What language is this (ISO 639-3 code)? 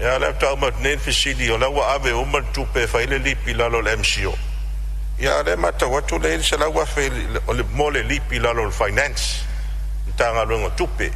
smo